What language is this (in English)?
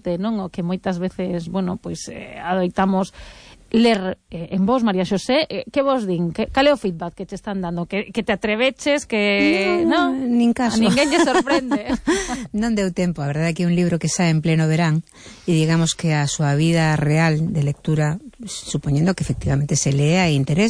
Galician